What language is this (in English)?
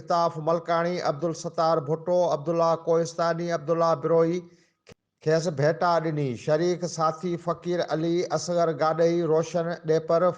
Sindhi